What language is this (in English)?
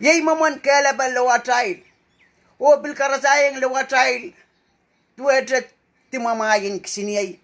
Pohnpeian